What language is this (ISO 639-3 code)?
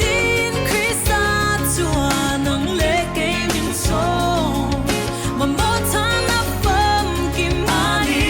cfm